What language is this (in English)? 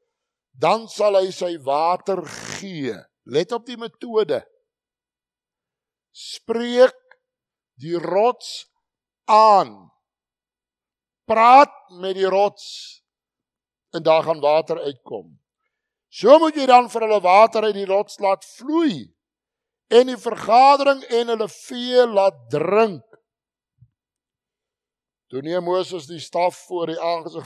Afrikaans